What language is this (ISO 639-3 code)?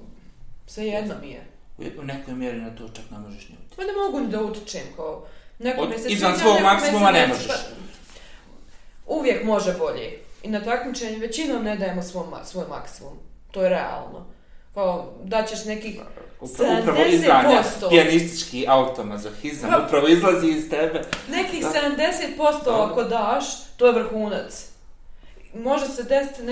bos